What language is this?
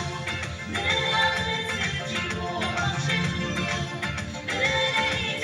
Yimchungru Naga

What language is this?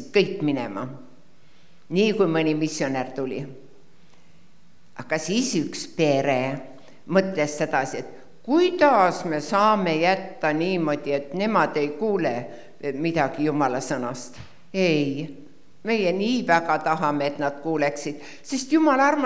Estonian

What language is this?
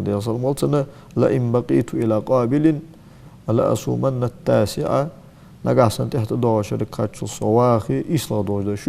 Ingush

